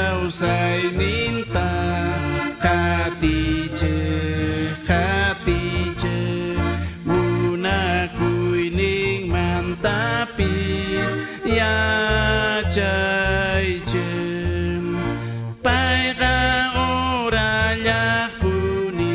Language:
South Bolivian Quechua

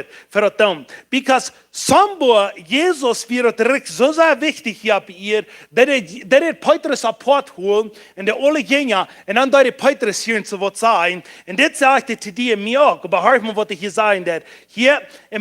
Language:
Plautdietsch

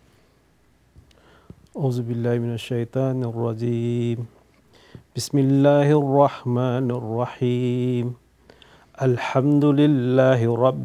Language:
English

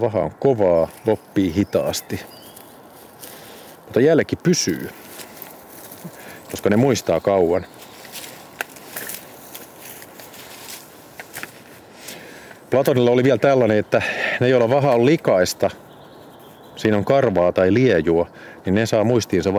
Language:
Finnish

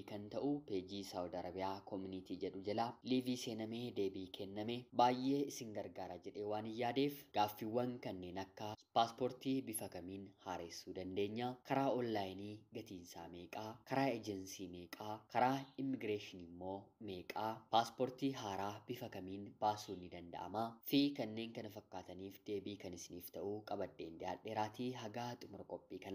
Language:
Oromo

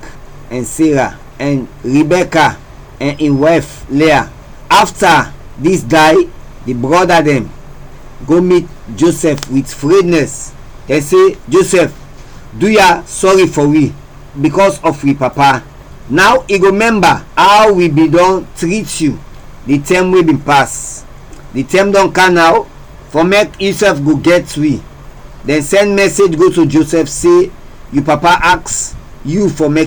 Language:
Krio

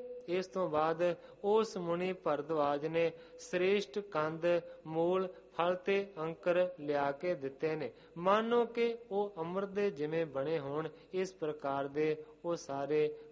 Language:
Punjabi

